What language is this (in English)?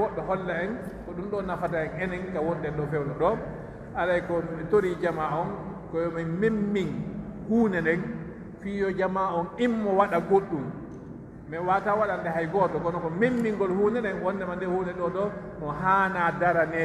Pular